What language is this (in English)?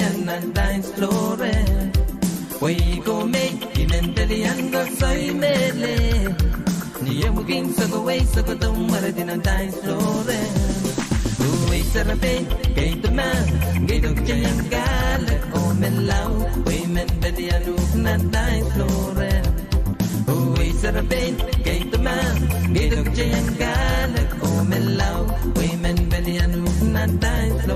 Pohnpeian